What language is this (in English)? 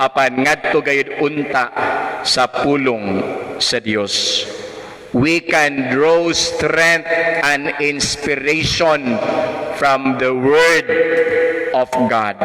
Cebuano